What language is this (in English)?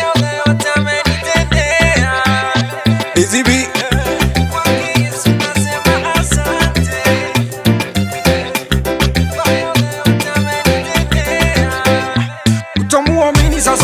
Swahili